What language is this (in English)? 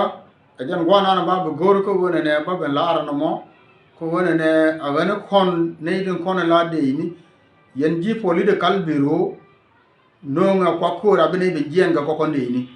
Nuer